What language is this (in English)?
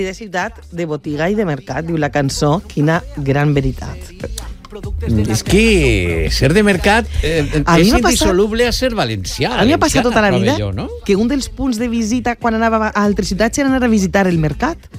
Catalan